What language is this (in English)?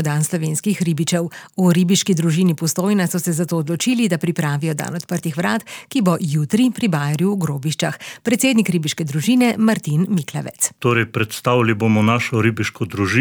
Slovenian